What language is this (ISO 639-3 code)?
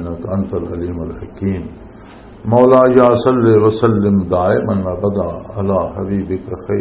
lah